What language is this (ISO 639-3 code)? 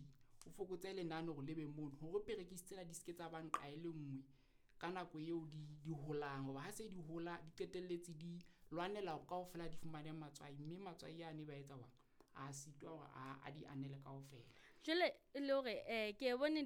sot